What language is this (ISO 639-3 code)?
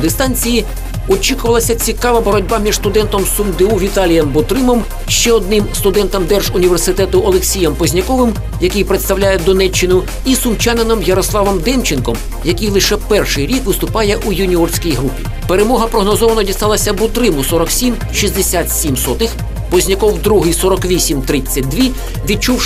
ukr